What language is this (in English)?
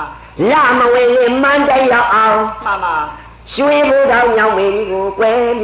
Burmese